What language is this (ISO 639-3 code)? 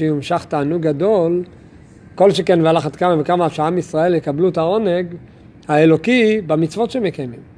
heb